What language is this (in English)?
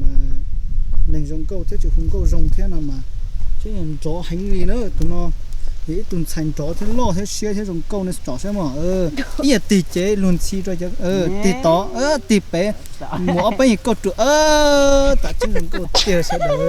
Hmong